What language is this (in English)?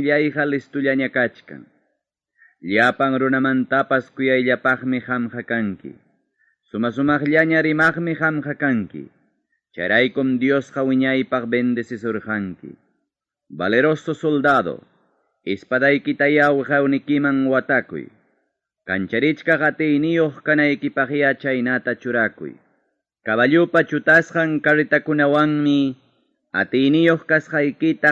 Ayacucho Quechua